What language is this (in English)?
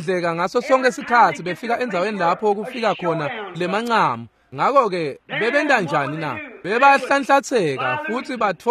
Swati